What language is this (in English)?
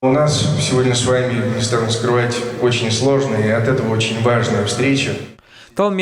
Komi